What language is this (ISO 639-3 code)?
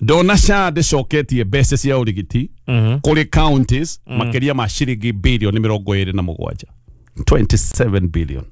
kik